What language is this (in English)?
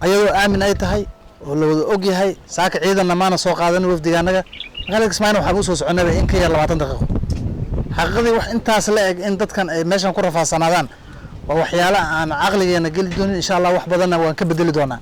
Somali